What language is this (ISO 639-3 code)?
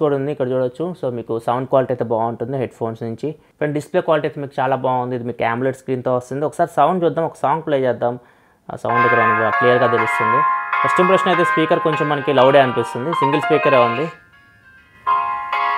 tel